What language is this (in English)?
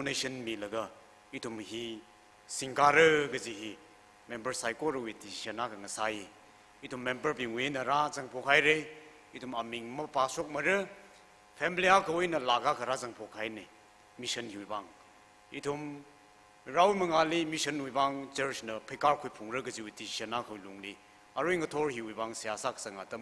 Tangkhul Naga (India)